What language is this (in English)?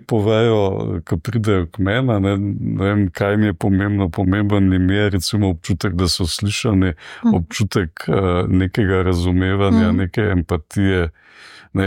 Slovenian